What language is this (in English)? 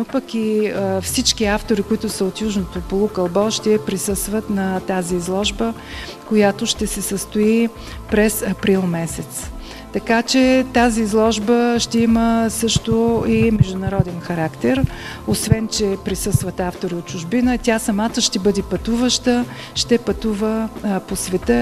Bulgarian